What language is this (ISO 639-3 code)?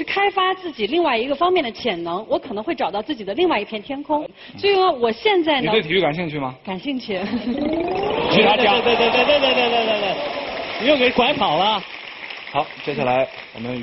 zho